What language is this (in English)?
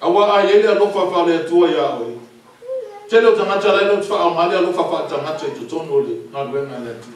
Samoan